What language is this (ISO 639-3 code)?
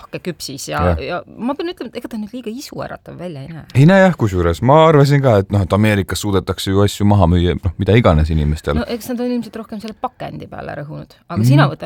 est